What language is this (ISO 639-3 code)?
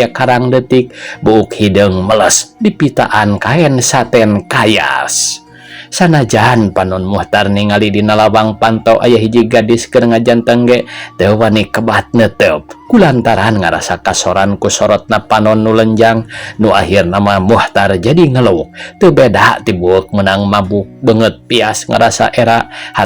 sun